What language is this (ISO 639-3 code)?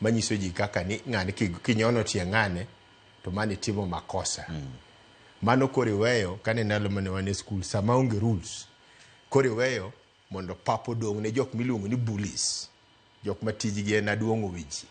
luo